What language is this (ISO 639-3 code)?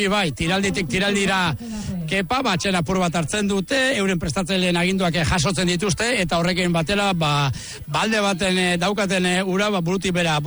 eus